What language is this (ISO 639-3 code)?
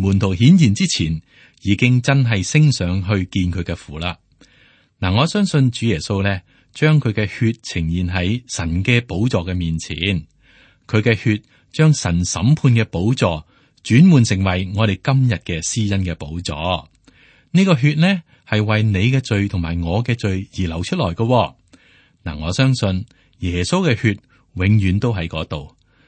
yue